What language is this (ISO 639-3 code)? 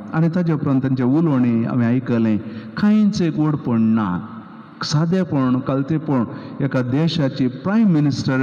kok